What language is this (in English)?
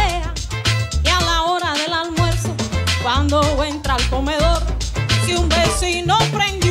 Spanish